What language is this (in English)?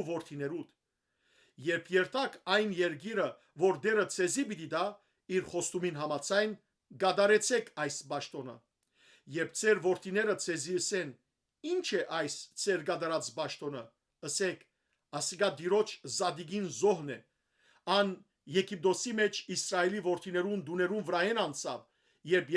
Western Armenian